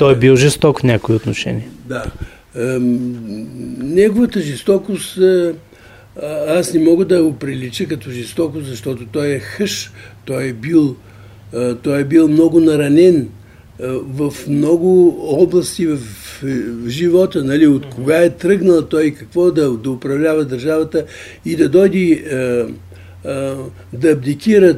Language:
Bulgarian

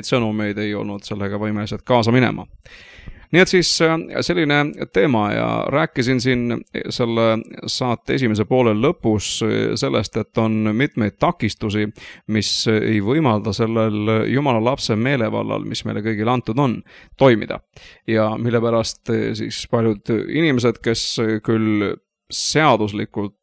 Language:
Estonian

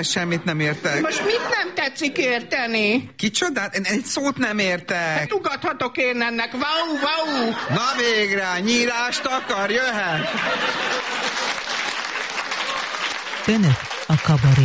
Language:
Hungarian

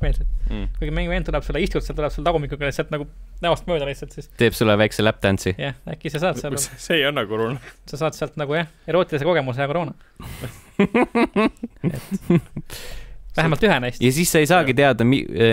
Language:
Estonian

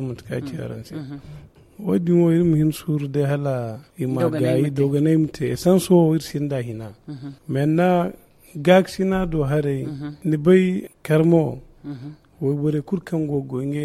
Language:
Zarma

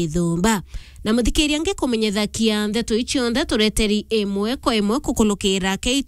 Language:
Meru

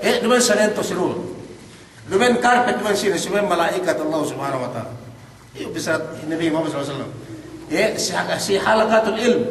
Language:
Yakan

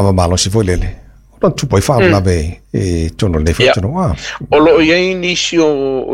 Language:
Samoan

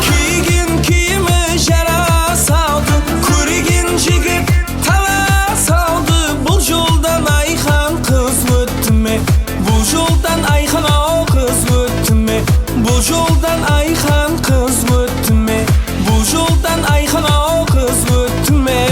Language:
Kara-Kalpak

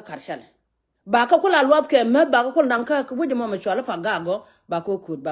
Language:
Nuer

